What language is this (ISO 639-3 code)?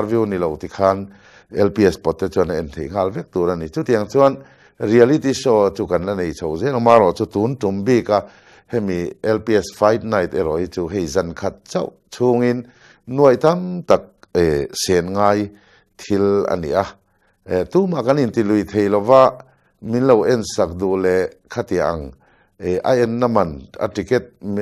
lus